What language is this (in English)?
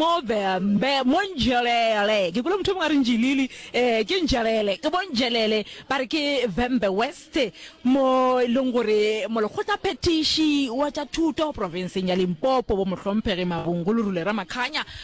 Northern Sotho